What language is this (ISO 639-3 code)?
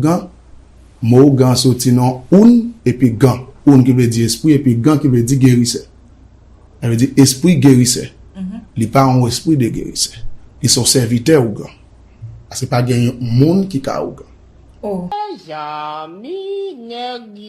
hat